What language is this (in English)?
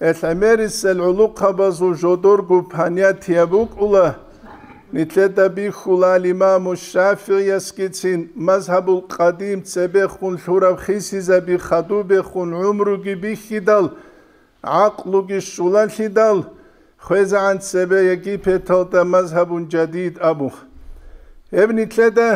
Avaric